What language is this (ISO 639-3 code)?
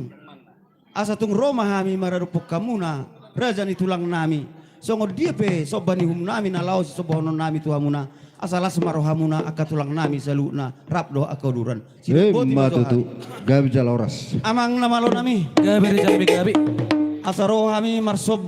bbc